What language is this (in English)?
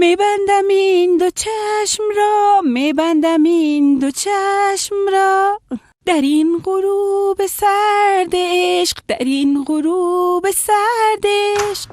Persian